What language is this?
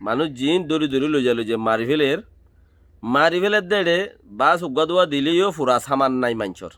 Rohingya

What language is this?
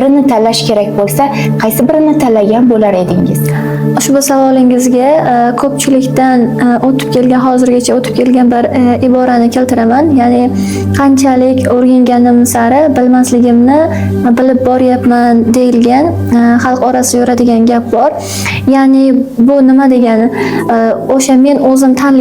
Uzbek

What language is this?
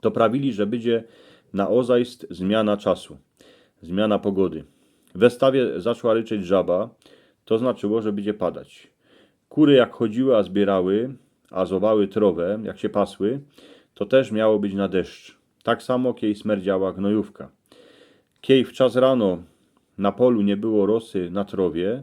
Silesian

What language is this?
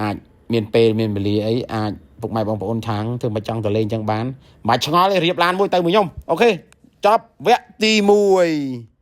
Khmer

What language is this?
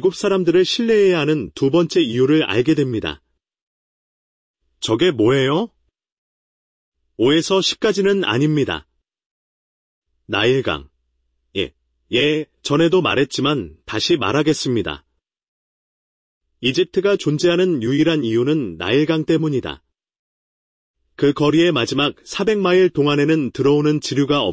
Korean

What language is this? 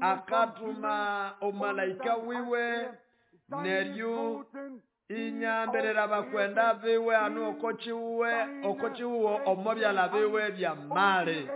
Nande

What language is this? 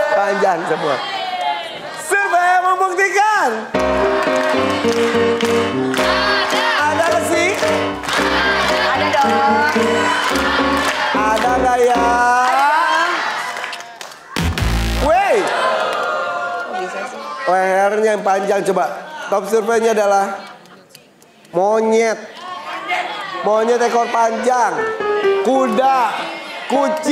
Indonesian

